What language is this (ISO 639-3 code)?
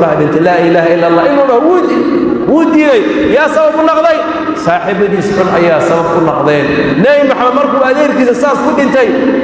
som